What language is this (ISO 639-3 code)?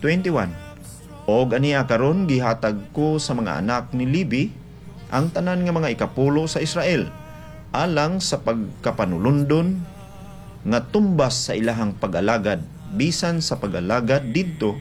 ceb